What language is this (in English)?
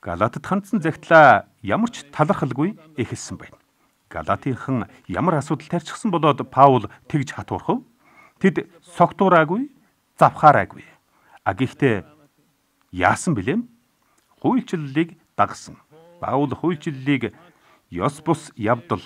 Mongolian